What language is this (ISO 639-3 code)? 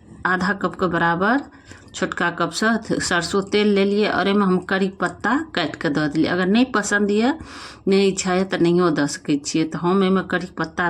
mai